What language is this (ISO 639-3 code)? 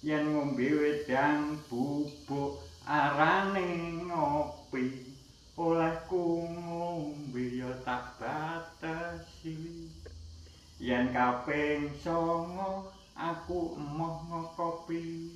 jav